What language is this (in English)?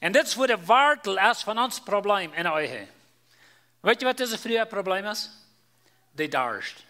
Plautdietsch